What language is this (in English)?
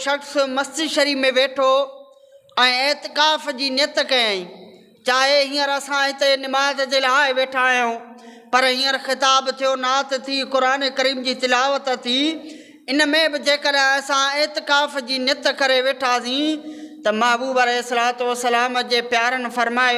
Sindhi